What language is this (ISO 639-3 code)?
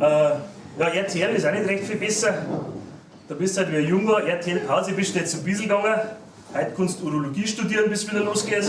bar